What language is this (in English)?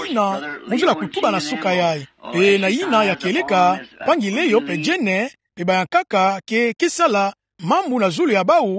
Kituba (Democratic Republic of Congo)